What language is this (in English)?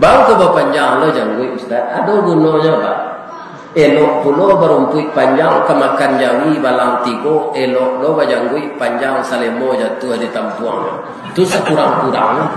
Minangkabau